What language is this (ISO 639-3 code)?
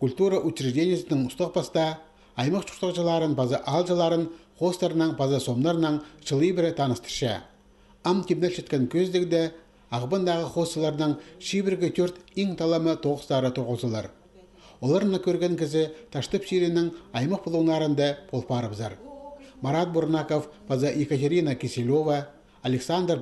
kjh